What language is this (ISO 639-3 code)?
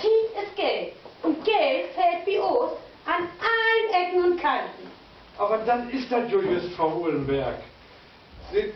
nds